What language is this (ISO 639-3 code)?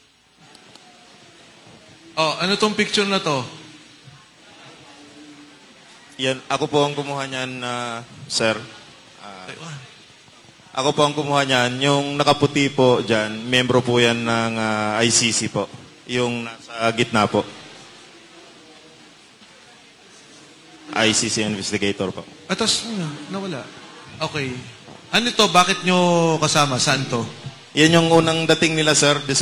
fil